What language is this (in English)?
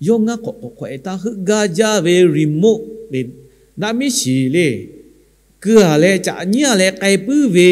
Lahu